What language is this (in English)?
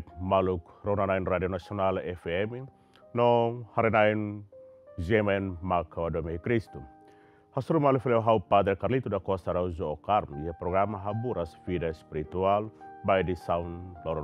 Tetum